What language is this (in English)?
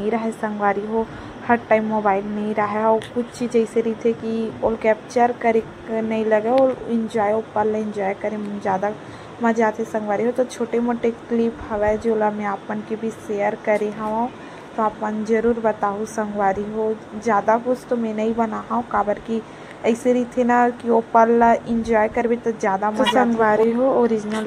Chhattisgarhi